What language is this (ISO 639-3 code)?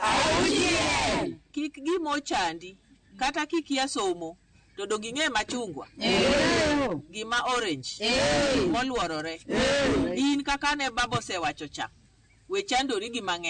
luo